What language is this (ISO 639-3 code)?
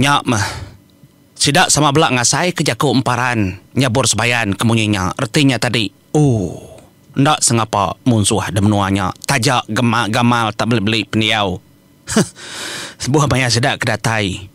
iba